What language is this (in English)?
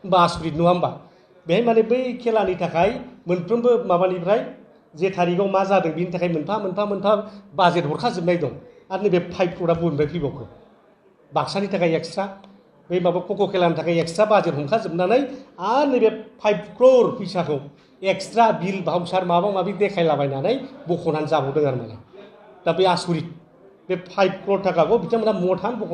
Bodo